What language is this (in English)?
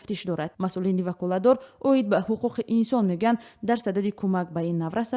Tajik